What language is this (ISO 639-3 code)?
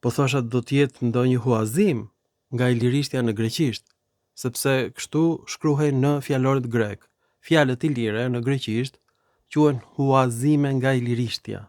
sqi